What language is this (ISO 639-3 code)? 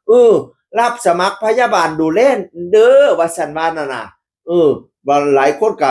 tts